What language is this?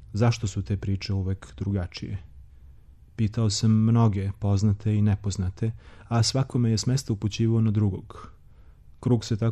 Serbian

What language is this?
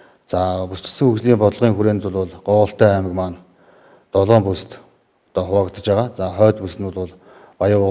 Mongolian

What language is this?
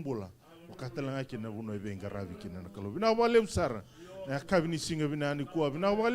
Fijian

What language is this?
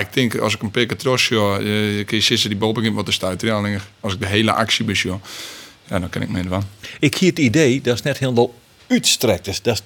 Western Frisian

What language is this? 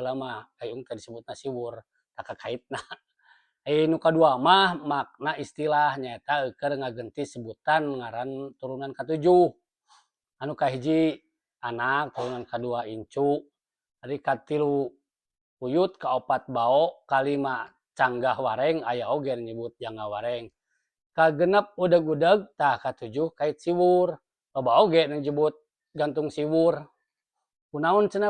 Sundanese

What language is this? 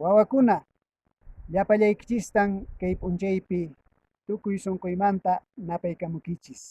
Quechua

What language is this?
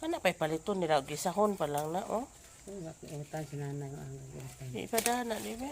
Cebuano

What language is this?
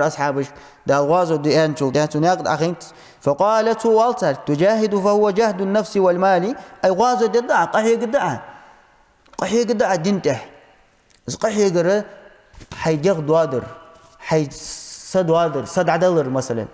Ingush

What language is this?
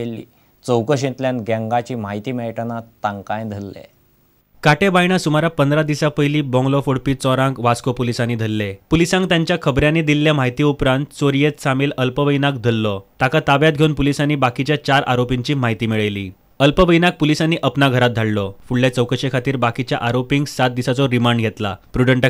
Konkani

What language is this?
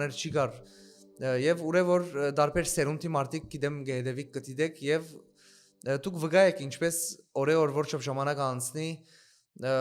Western Armenian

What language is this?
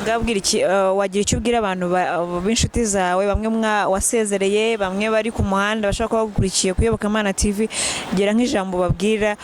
Kinyarwanda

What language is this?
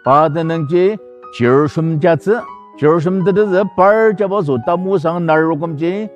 Ao Naga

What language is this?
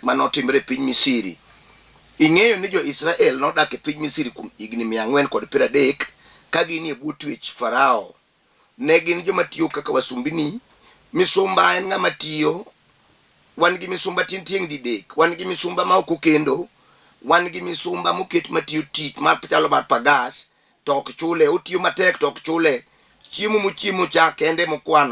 Luo (Kenya and Tanzania)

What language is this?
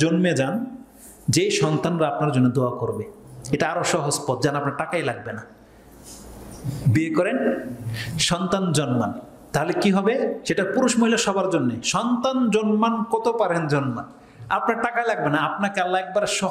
Bangla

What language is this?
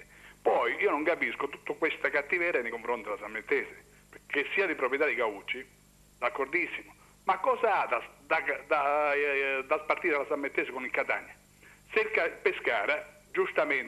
Italian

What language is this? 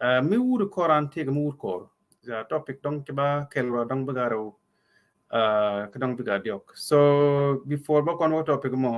Nuer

